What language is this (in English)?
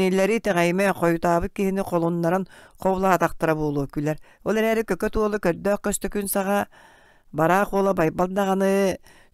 Yakut